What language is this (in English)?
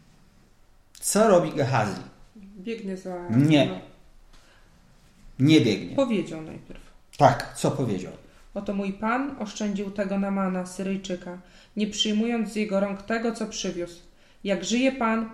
Polish